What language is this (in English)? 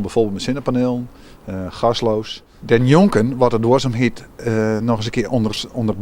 Western Frisian